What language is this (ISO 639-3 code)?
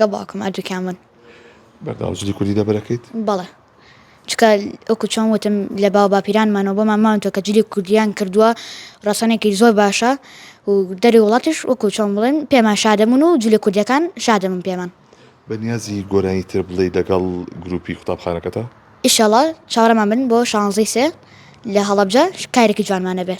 ckb